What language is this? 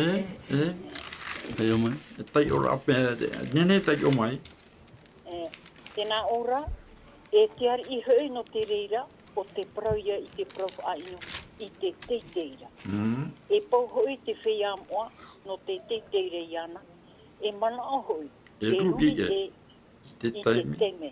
Tahitian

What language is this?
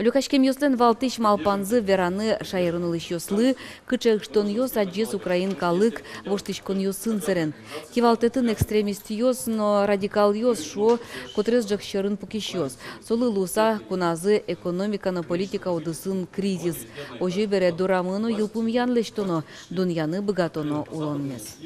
Udmurt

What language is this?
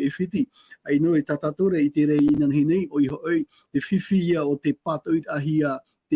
Tahitian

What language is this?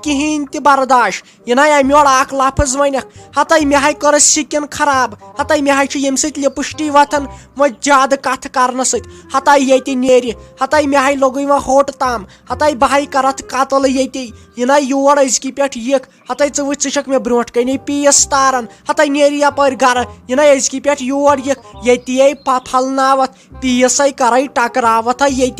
Kashmiri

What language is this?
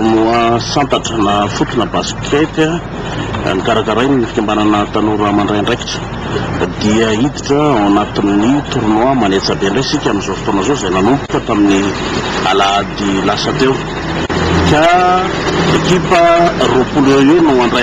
Malagasy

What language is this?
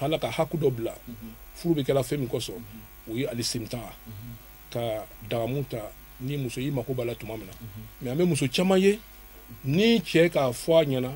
Bambara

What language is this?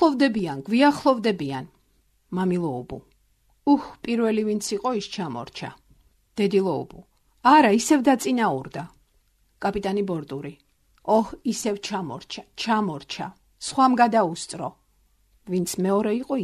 Georgian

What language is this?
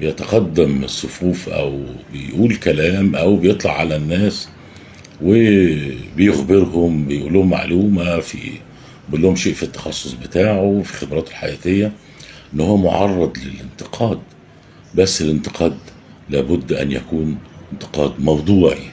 Egyptian Arabic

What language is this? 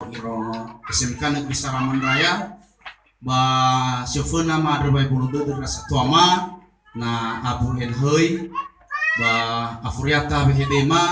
Nias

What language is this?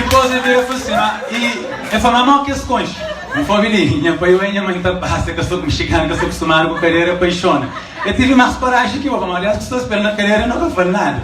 Kabuverdianu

